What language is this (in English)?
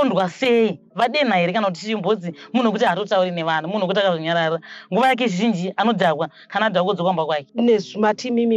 Shona